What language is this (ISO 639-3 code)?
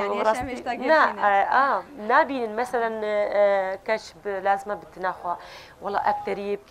kur